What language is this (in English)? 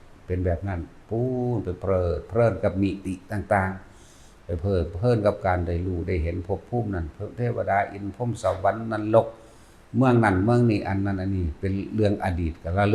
Northeastern Thai